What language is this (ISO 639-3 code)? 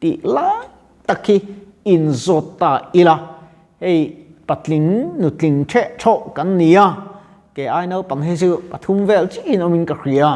lus